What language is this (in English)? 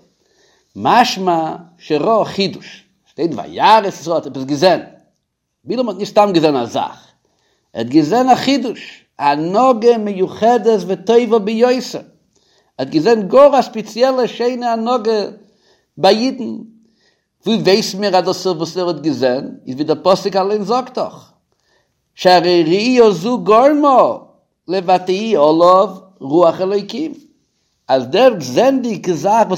Yiddish